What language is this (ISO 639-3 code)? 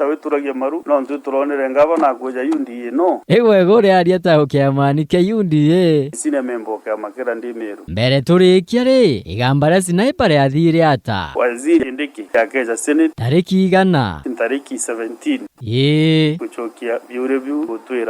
mer